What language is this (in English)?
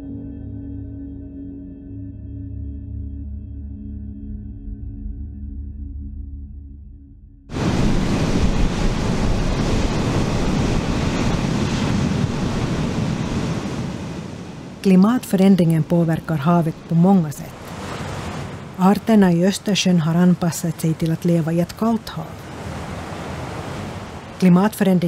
Swedish